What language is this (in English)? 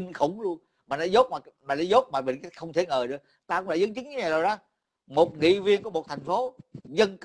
Vietnamese